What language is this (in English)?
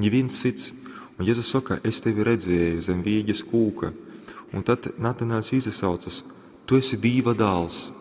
Latgalian